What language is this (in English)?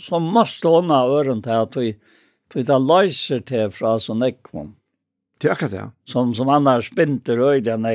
Faroese